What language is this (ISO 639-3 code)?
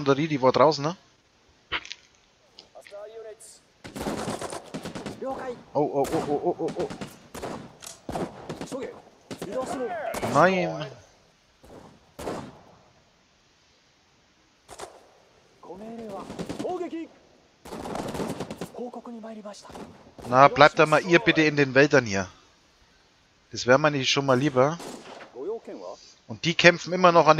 deu